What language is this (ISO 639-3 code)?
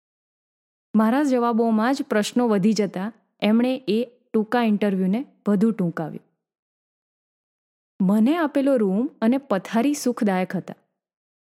guj